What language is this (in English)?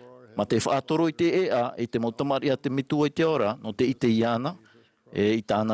Tahitian